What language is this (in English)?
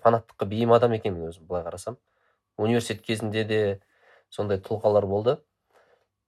Kazakh